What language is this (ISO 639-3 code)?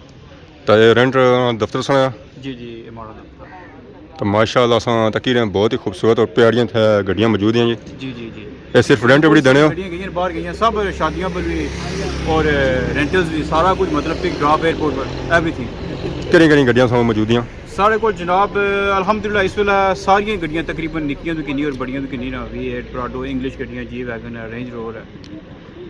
phr